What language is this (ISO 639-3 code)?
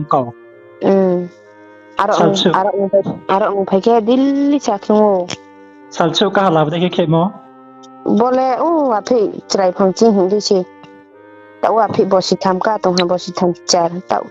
ria